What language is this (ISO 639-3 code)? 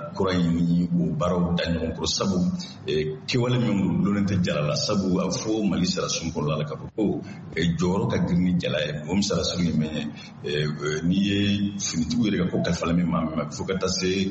bam